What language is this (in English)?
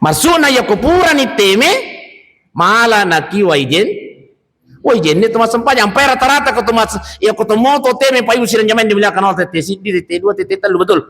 Buginese